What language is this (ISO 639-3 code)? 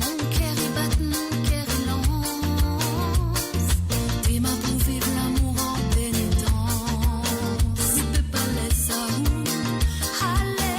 mfe